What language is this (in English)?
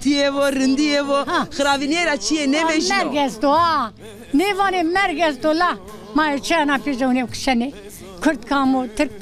Zaza